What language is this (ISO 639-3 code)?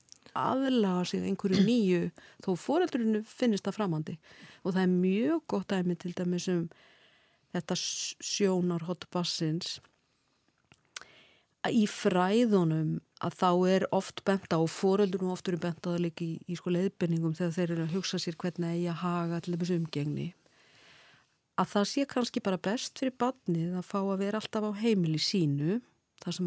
isl